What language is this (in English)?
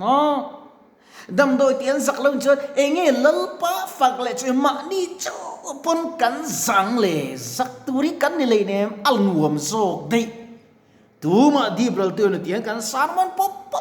Mizo